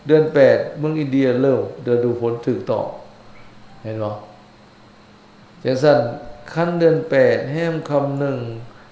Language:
Lao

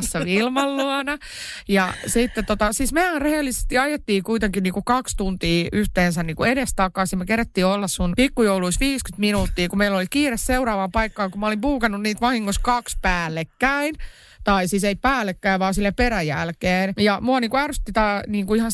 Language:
Finnish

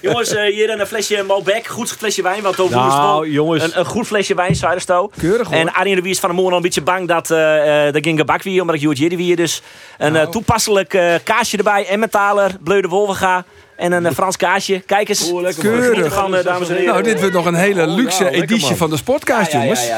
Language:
Western Frisian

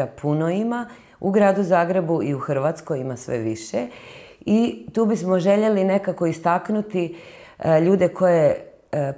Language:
Croatian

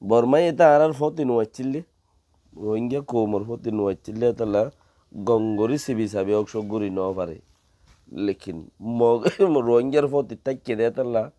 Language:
Rohingya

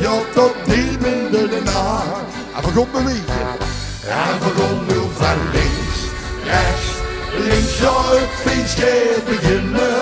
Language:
Limburgish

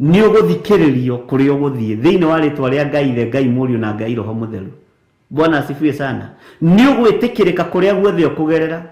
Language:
Kikuyu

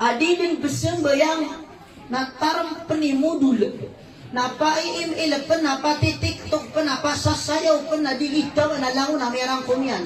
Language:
Maranao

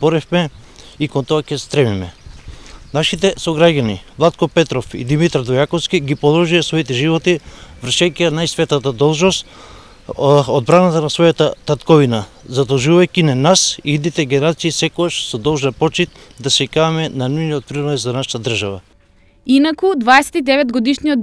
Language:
Macedonian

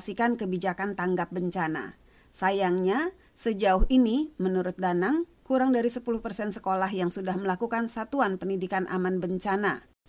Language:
Indonesian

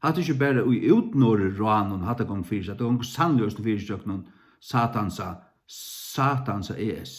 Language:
Faroese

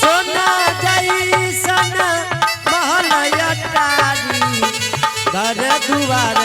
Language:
Angika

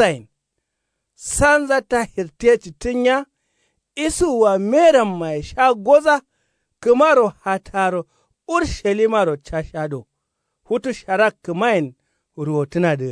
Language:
Kanuri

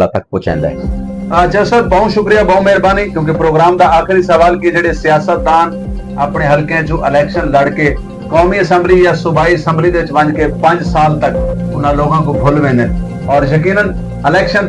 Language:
Saraiki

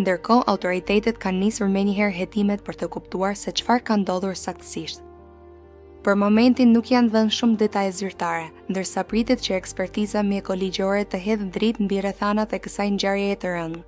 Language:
Albanian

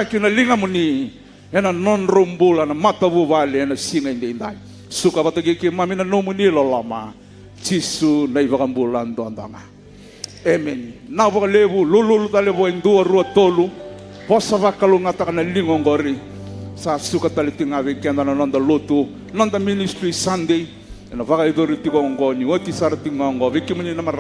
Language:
Fijian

